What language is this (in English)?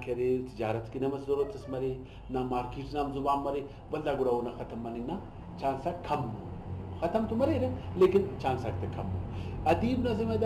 Brahui